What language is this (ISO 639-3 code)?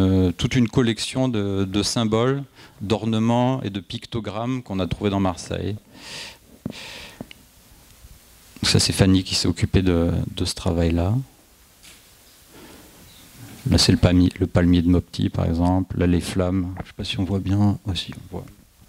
fra